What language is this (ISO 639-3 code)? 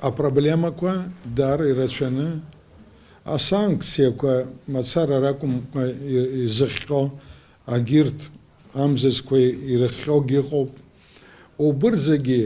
abk